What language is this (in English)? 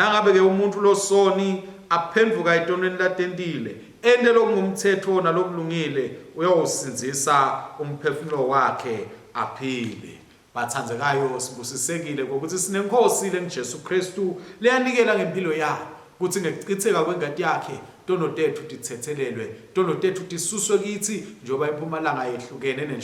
Swati